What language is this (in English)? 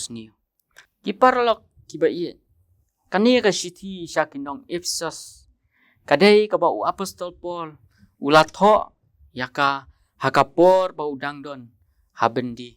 Khasi